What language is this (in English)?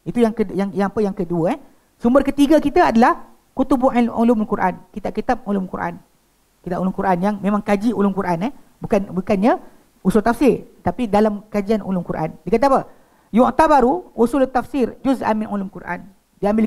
Malay